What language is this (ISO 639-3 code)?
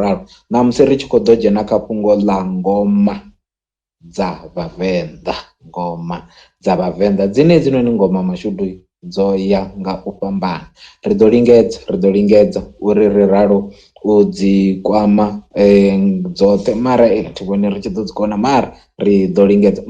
ven